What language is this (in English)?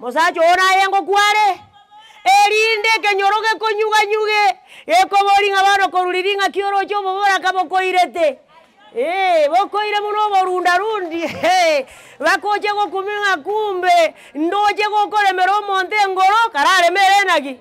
Gusii